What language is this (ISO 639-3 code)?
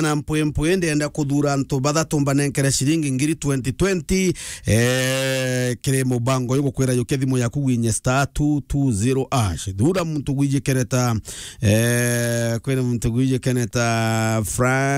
mer